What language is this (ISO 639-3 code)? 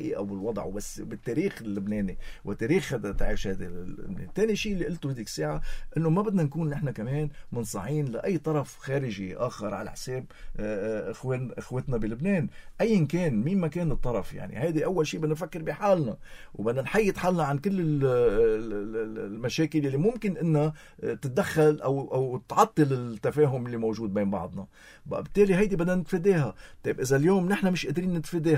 apc